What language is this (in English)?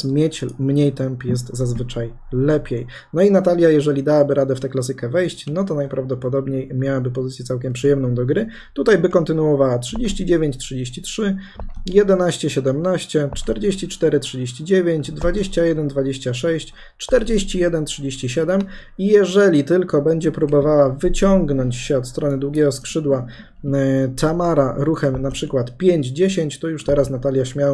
Polish